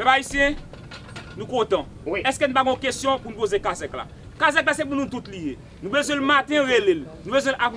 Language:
Haitian Creole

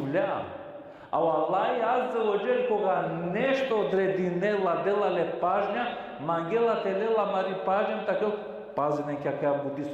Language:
Balkan Romani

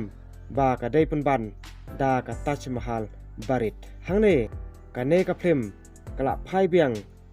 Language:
Khasi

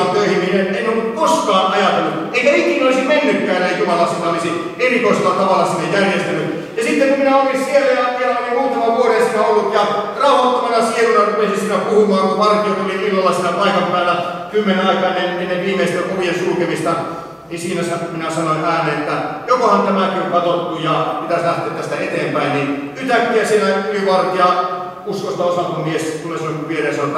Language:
Finnish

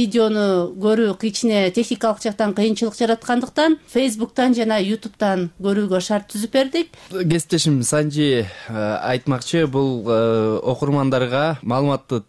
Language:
Kyrgyz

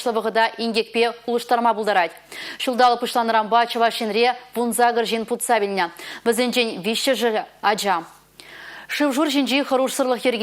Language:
Chuvash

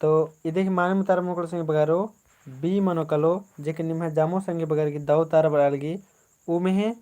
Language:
Kurukh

